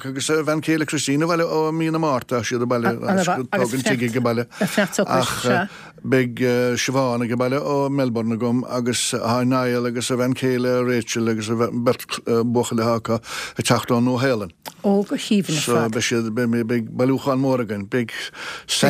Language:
Irish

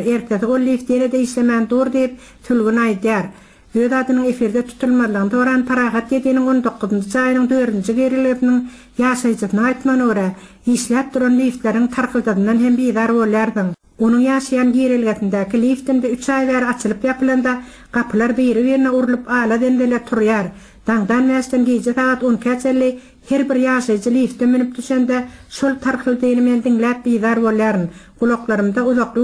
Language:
Turkmen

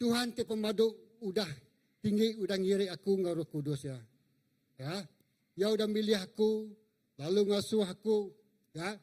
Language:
Iban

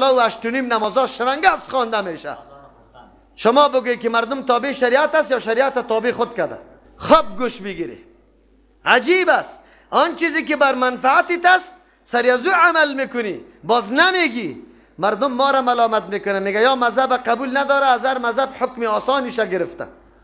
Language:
Persian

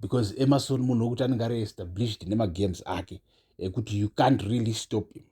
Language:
Shona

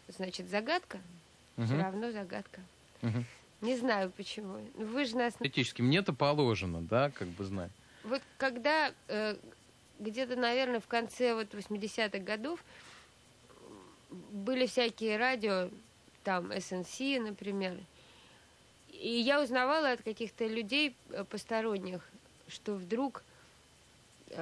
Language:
Russian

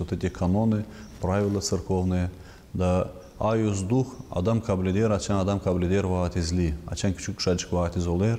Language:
Gagauz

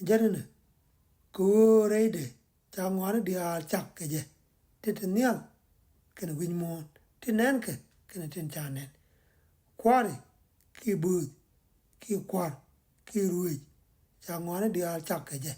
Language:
Nuer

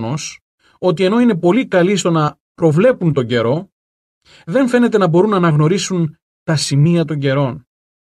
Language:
Greek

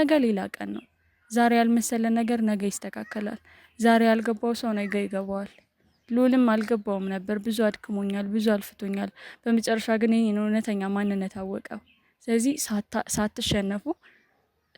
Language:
Amharic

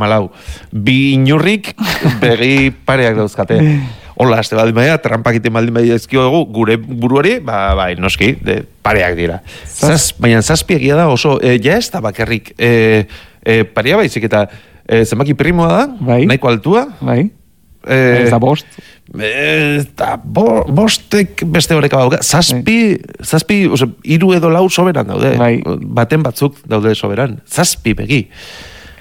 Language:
Basque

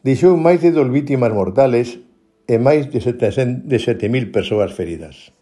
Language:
Galician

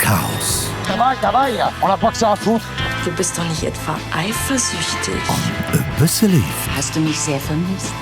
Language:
Luxembourgish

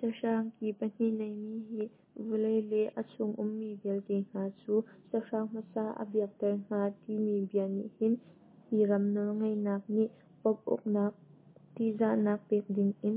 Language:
Hakha Chin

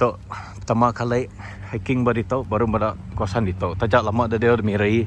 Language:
Iban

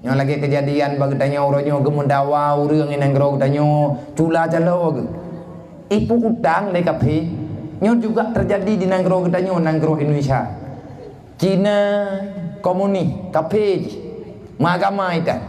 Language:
Achinese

